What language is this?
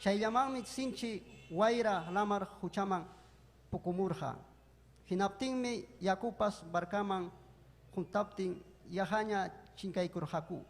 Ayacucho Quechua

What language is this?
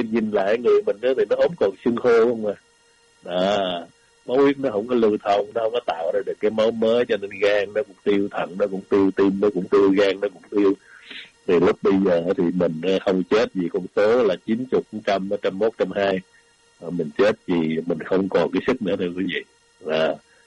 Vietnamese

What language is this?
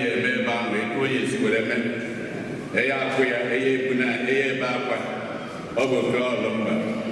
Igbo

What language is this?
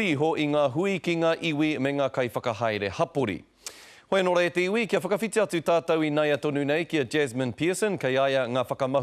Māori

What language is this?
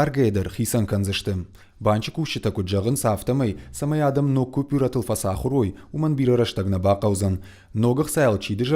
Ossetic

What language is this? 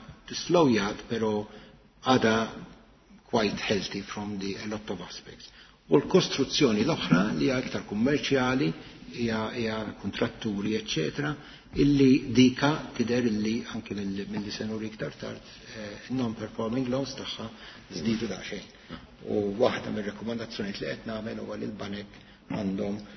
Maltese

